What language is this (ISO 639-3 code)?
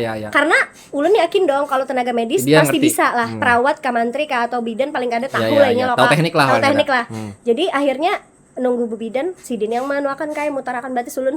bjn